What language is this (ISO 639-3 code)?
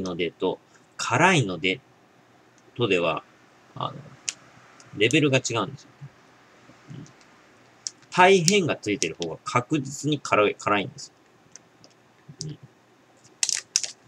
jpn